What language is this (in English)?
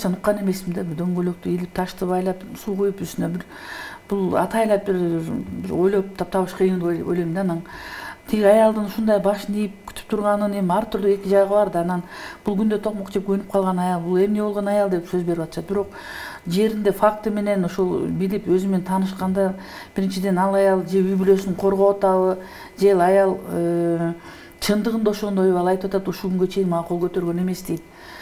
Kyrgyz